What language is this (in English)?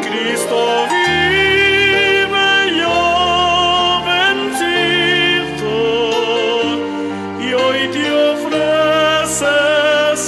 Spanish